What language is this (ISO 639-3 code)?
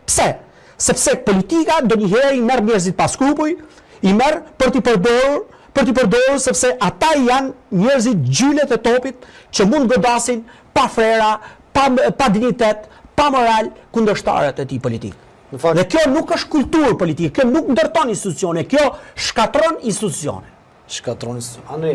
sqi